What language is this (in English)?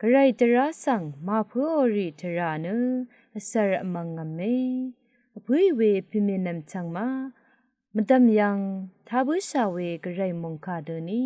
Rawang